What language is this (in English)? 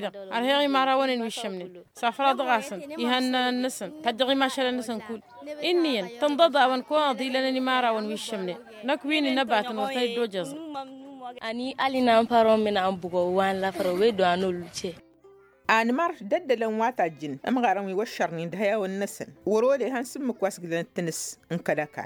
Tamasheq